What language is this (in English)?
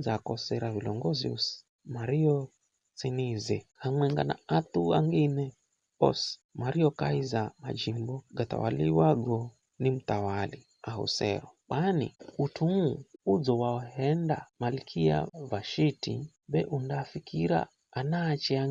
Giryama